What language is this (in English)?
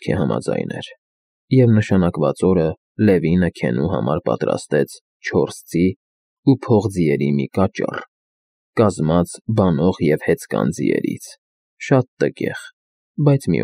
Armenian